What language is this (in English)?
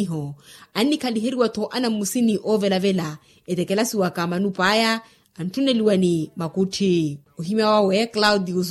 Makhuwa